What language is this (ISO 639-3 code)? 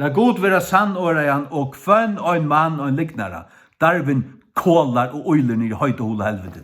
fao